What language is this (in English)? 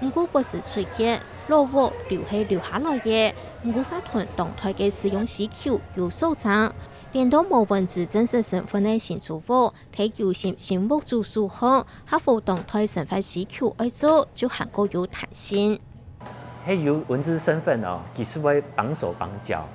Hakka Chinese